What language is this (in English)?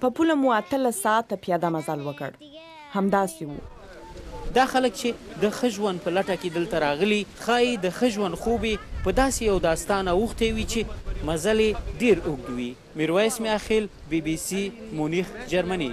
Pashto